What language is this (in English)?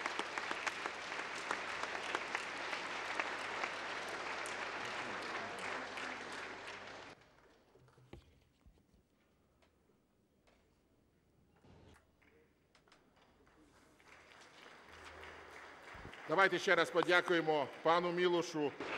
Ukrainian